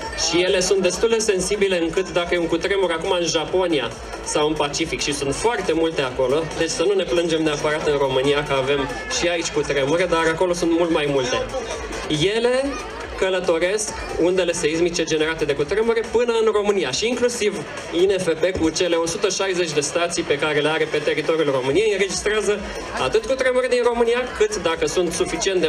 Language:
Romanian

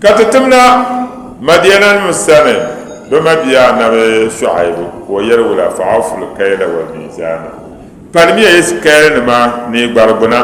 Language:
Dagbani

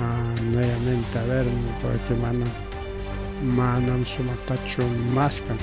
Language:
Ayacucho Quechua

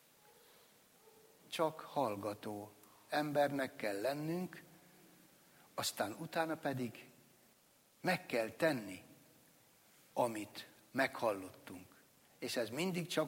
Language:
Hungarian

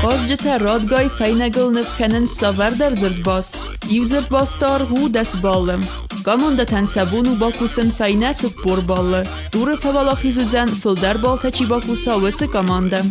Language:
Ossetic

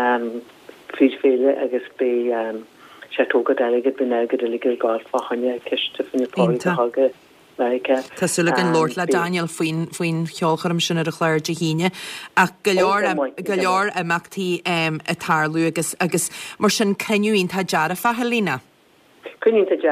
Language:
Irish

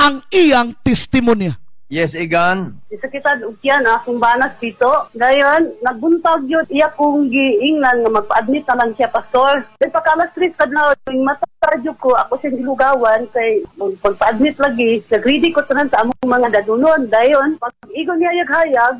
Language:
Cebuano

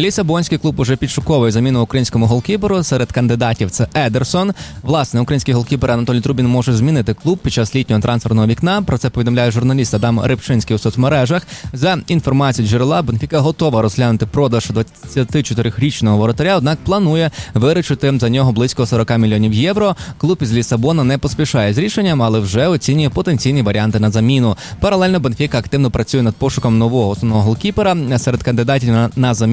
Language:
Ukrainian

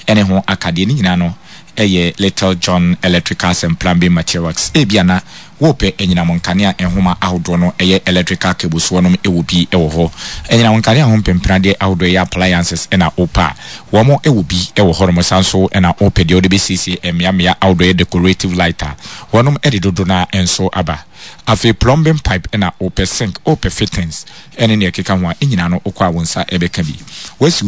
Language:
Akan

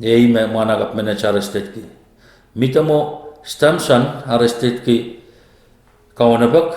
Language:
Pohnpeian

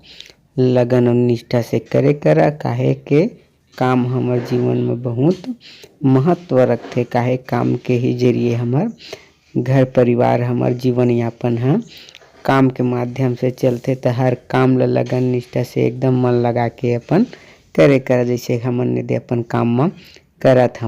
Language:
Chhattisgarhi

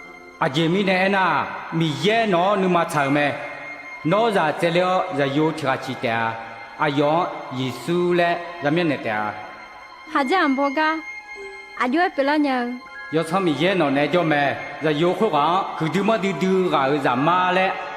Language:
Akha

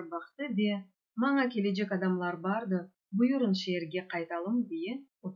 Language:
Crimean Tatar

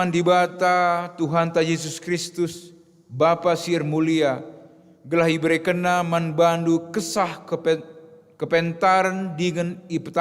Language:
Batak Karo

